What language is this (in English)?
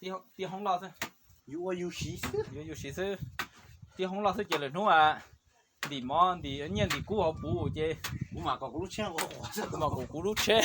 Hmong